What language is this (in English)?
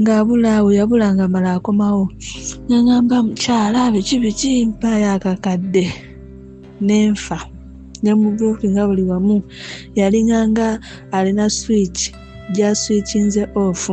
Ganda